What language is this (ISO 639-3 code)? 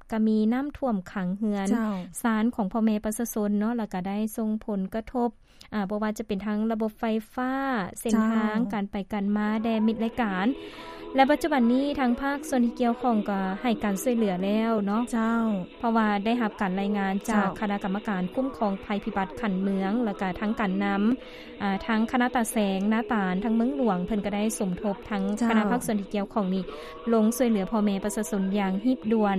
lao